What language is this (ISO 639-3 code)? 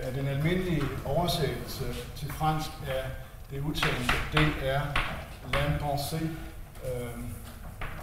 dan